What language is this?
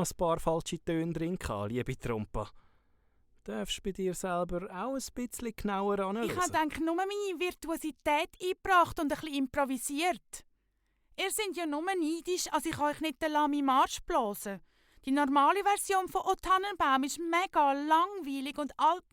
Swiss German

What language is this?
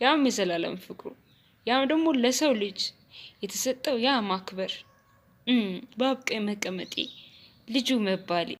Amharic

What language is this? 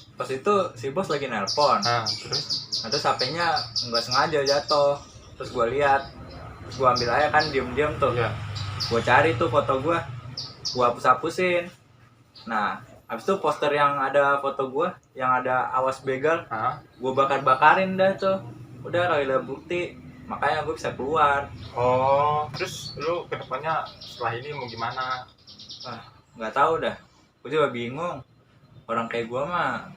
Betawi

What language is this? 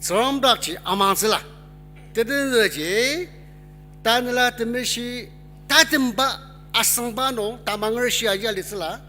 Ao Naga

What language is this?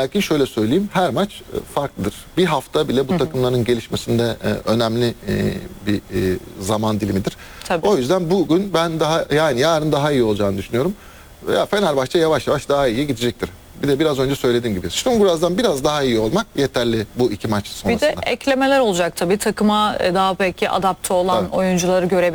Turkish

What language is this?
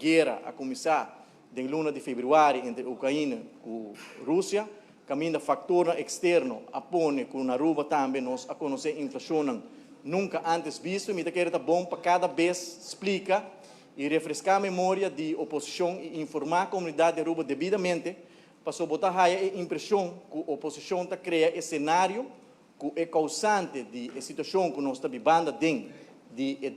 Papiamento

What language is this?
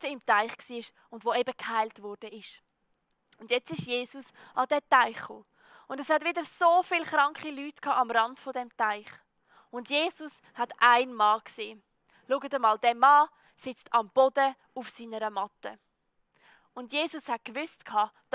Swiss German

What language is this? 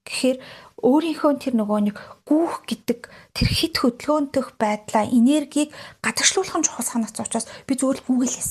Mongolian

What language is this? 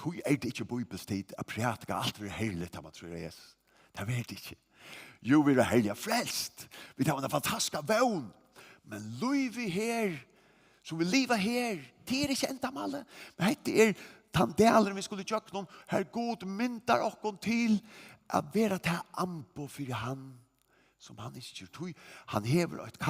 Faroese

